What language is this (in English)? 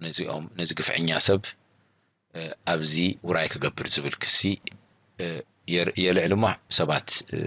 Tigrinya